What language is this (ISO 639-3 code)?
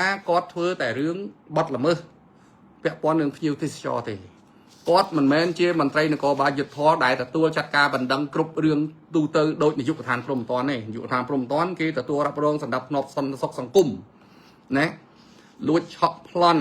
khm